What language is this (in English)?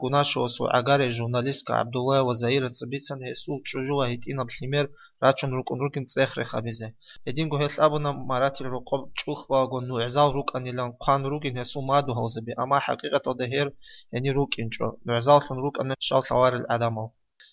Avaric